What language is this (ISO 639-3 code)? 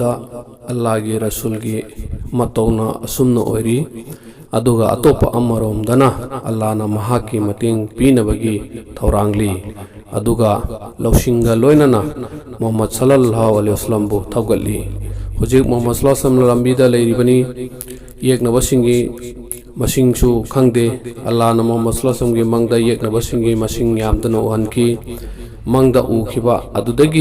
mni